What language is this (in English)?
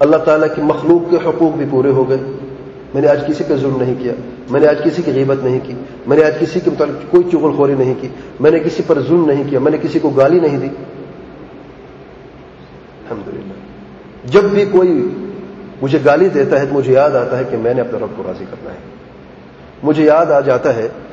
Urdu